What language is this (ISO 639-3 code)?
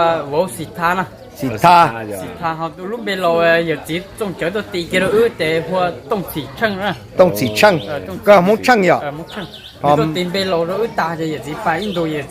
hmn